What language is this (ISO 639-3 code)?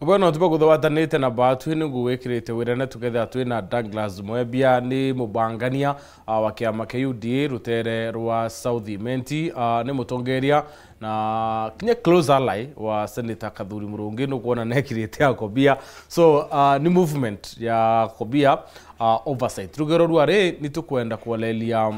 mer